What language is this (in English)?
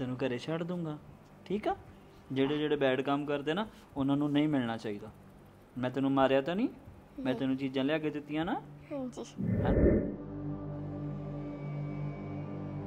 Punjabi